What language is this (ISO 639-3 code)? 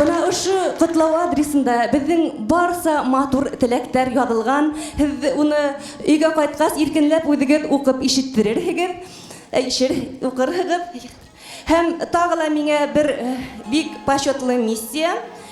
bak